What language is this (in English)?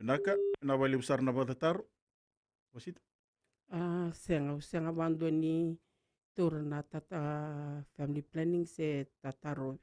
Fijian